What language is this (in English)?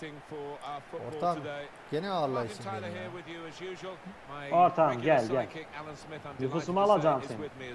Turkish